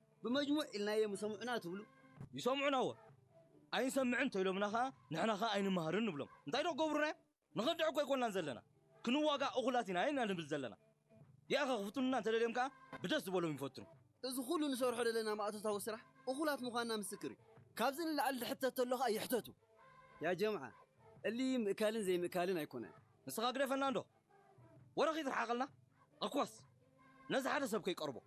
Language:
Tigrinya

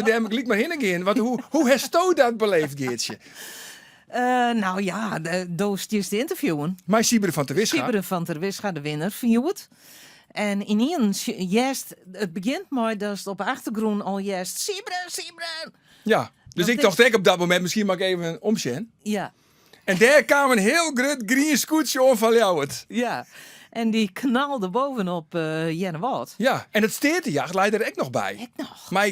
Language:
Western Frisian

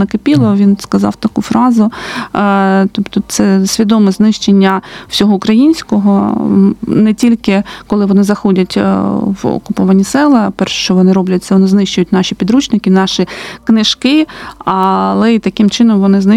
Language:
Ukrainian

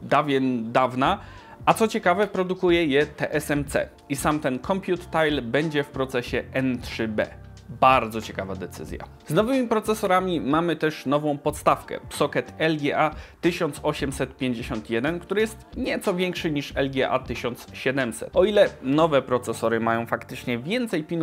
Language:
Polish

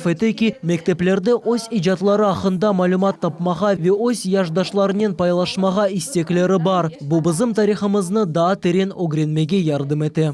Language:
Crimean Tatar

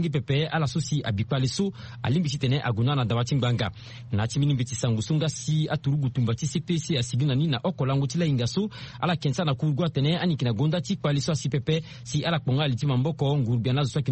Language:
Sango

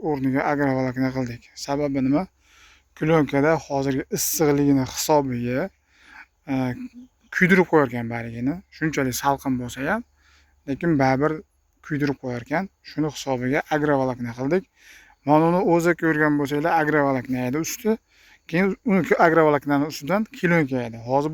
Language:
Uzbek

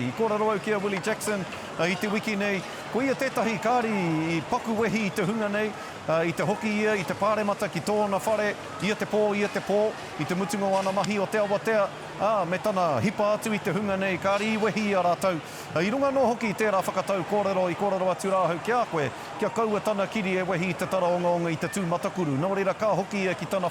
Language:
Māori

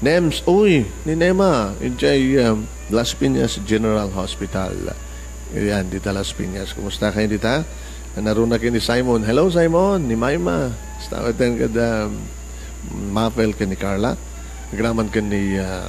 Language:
Iloko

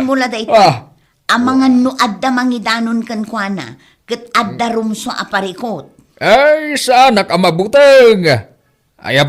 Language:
Iloko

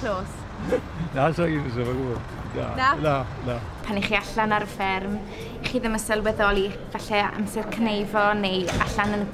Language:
Welsh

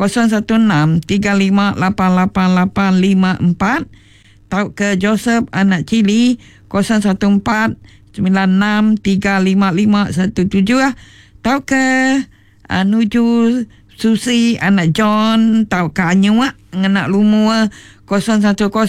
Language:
Iban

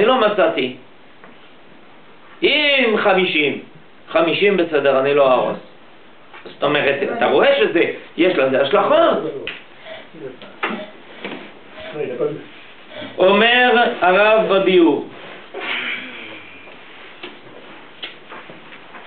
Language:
Hebrew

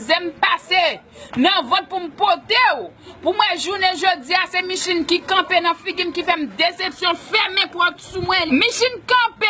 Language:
Haitian Creole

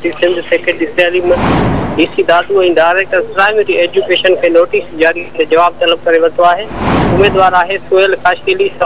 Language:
Sindhi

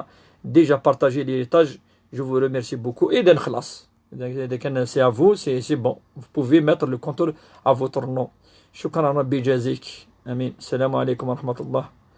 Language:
Kabyle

